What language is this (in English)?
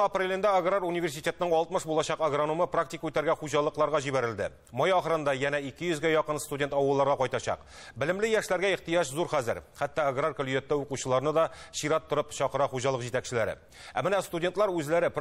Tatar